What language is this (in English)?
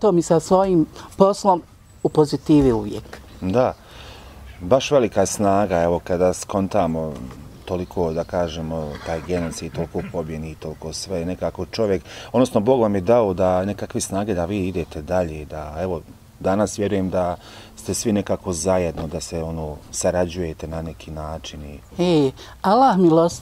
Bosnian